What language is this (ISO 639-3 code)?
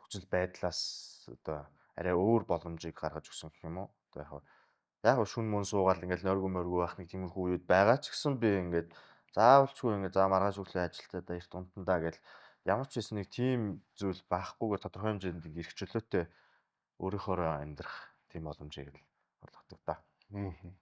mon